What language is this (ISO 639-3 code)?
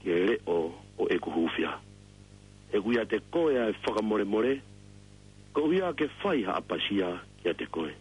ton